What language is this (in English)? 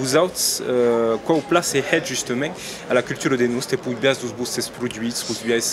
Occitan